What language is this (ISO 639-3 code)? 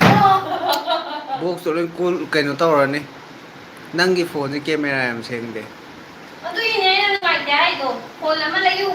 mni